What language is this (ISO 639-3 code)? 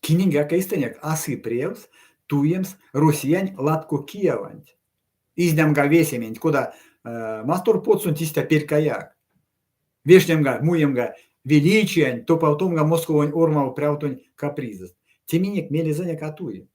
myv